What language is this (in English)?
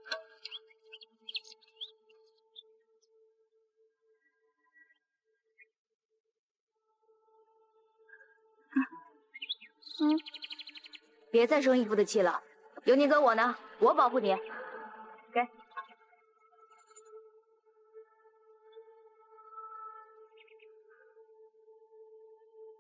Chinese